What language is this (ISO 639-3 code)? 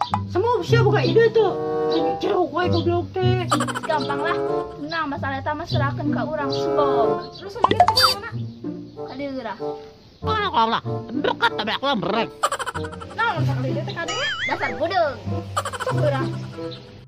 sun